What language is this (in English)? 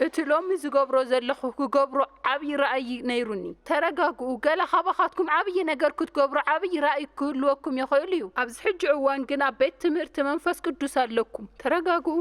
Tigrinya